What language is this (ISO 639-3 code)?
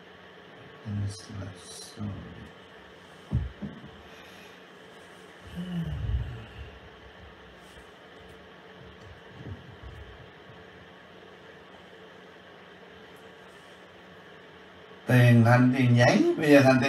vie